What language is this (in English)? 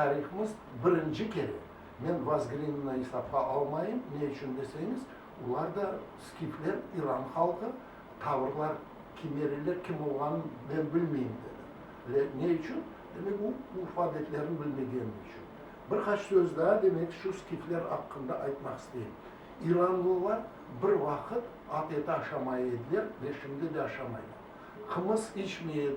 Crimean Tatar